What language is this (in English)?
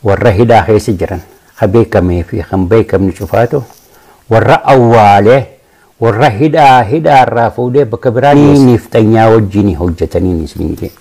Oromo